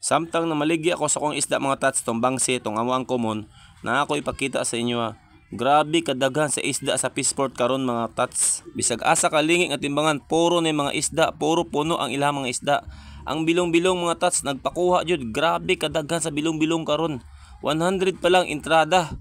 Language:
Cebuano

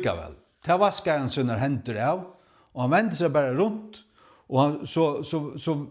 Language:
Faroese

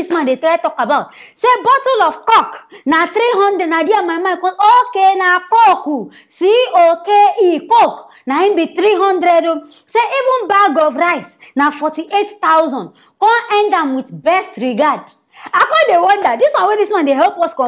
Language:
Nigerian Pidgin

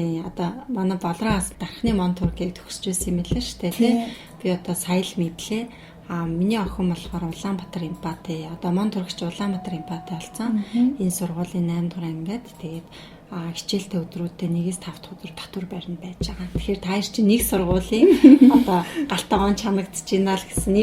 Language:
Mongolian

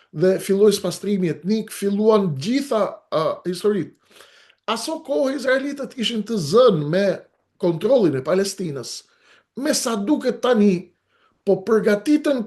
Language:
Albanian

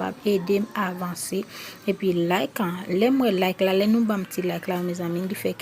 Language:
Haitian Creole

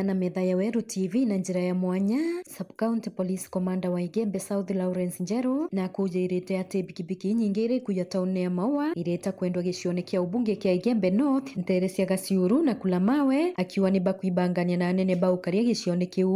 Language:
Meru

